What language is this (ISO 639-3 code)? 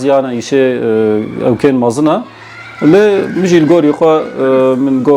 kur